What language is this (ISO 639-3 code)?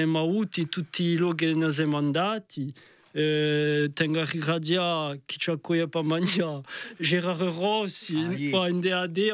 cos